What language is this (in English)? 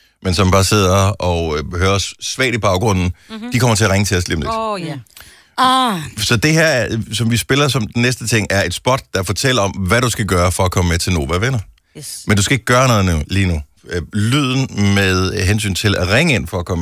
Danish